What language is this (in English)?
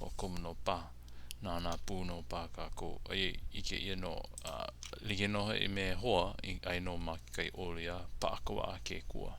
Hawaiian